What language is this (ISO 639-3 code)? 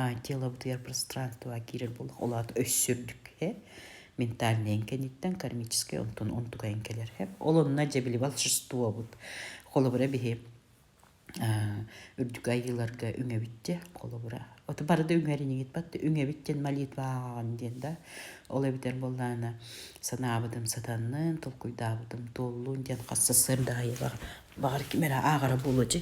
sah